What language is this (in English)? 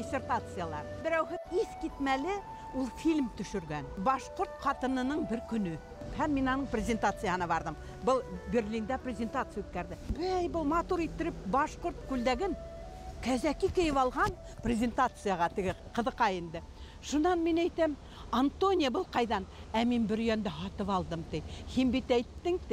Bashkir